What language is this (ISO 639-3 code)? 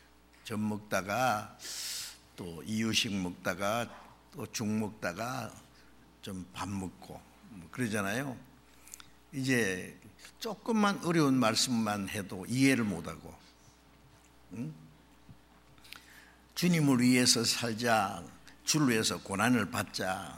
kor